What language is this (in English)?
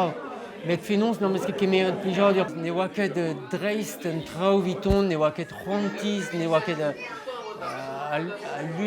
Breton